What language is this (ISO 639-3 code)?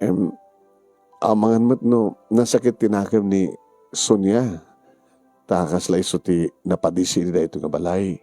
ilo